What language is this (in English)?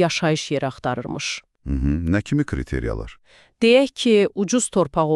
Azerbaijani